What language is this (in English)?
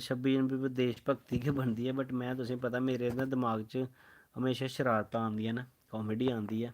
Dogri